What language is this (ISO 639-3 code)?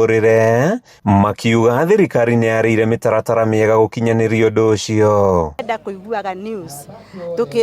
kik